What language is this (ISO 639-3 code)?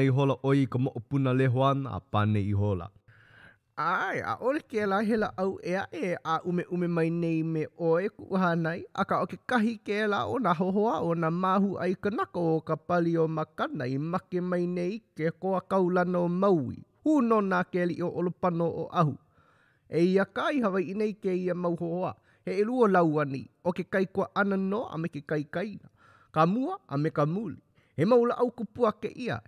haw